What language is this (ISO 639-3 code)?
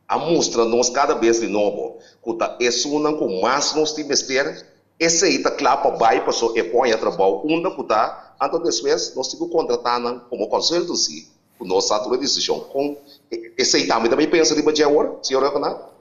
pap